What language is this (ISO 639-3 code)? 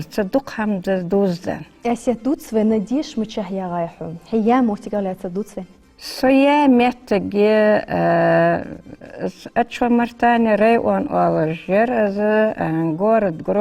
inh